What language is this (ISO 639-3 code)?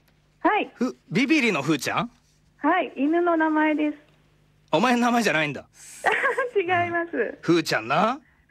jpn